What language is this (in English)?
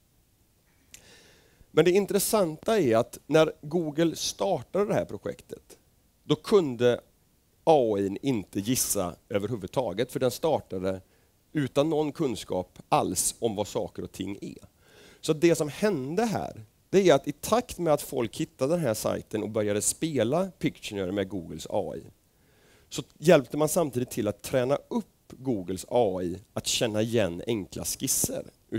Swedish